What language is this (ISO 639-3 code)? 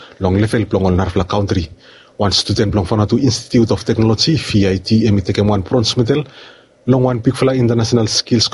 bis